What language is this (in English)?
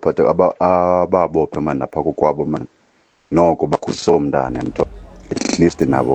Xhosa